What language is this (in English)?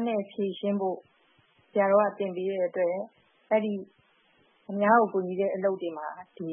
Burmese